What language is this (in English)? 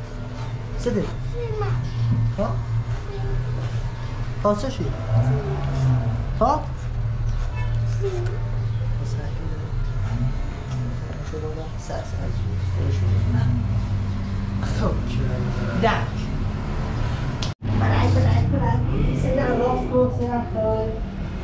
Persian